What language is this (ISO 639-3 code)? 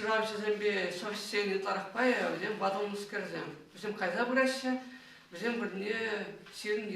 chv